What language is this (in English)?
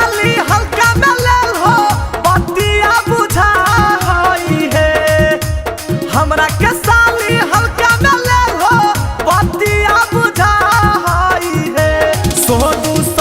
Magahi